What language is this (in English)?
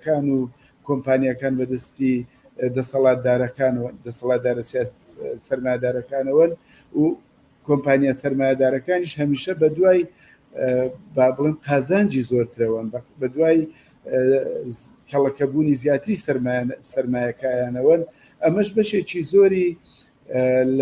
Central Kurdish